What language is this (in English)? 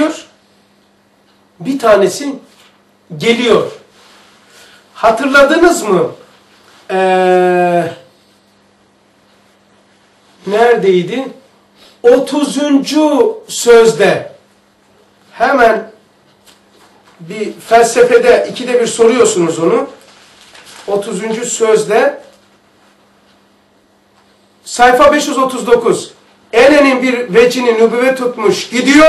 Turkish